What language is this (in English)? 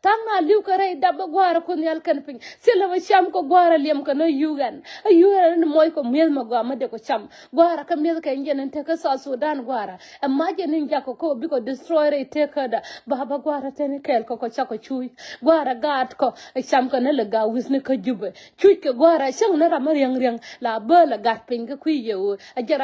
Nuer